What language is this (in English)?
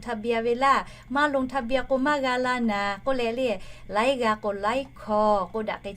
Lahu